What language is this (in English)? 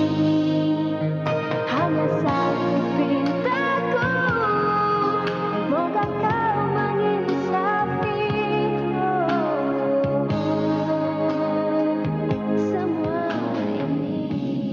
Malay